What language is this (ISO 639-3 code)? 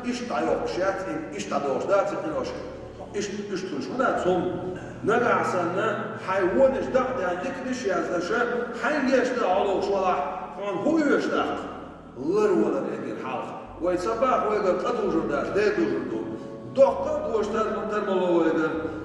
che